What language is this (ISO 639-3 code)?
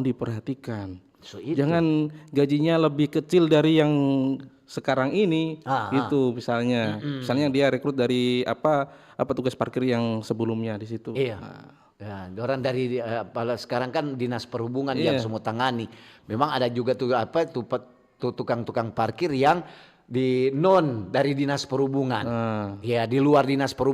xmm